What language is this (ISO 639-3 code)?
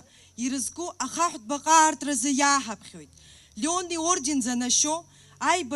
abk